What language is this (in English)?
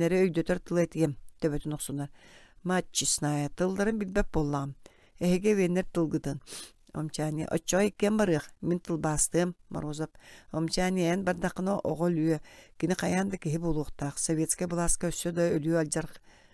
Yakut